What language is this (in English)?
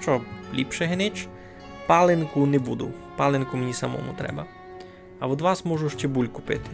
Rusyn